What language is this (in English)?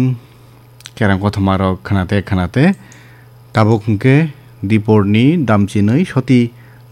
Kok Borok